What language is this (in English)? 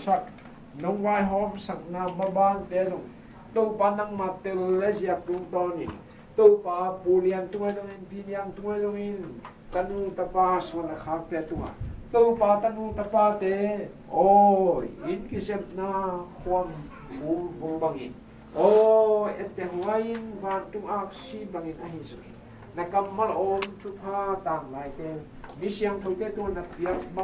Tedim Chin